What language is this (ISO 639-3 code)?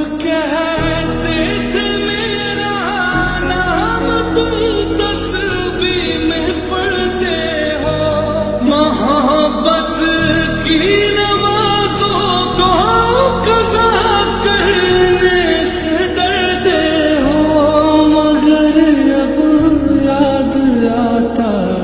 urd